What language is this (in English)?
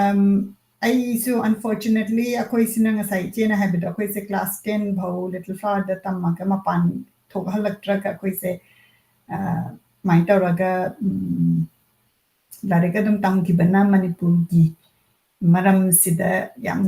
Manipuri